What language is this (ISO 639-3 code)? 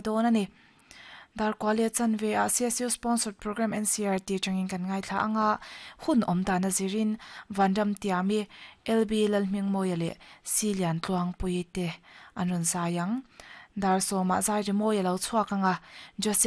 lus